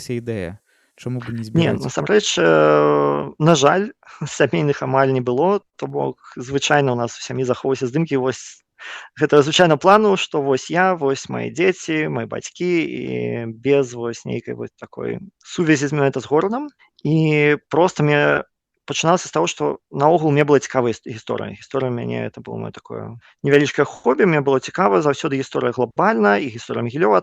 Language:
Belarusian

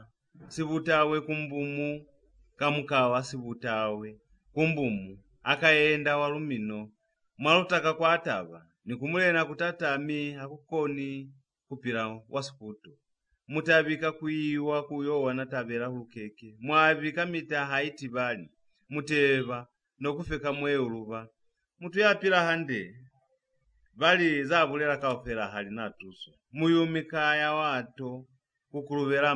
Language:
Lozi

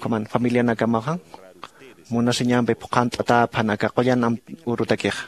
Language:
Aymara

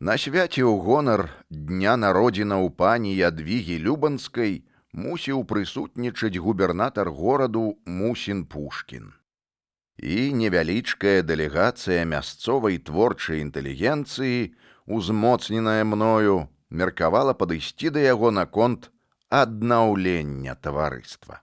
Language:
Belarusian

